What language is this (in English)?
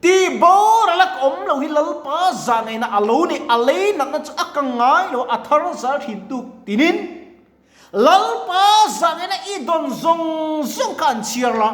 Mizo